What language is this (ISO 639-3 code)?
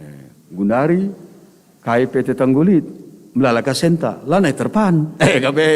btx